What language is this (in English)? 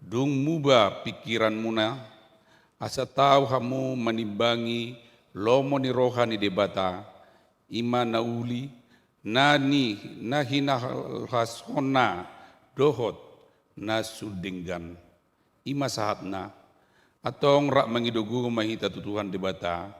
Batak Toba